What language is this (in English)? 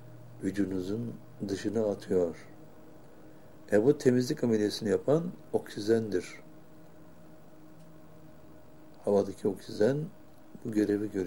Turkish